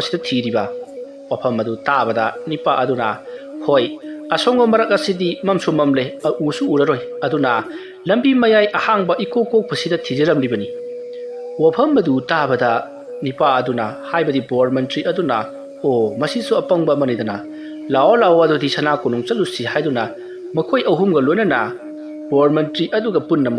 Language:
Manipuri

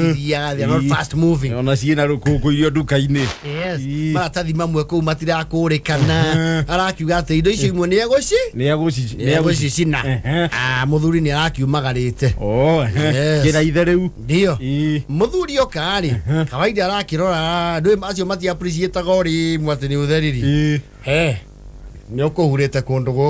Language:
Kikuyu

